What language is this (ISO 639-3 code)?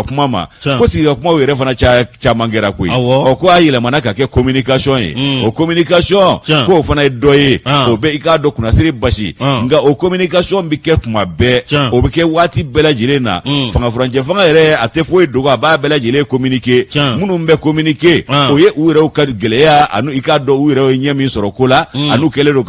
bam